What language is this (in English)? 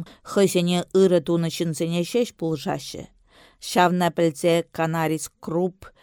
Chuvash